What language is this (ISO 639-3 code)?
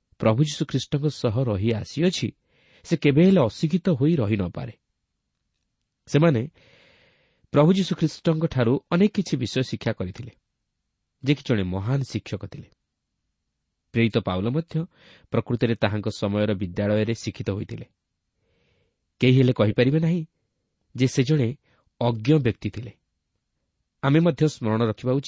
ori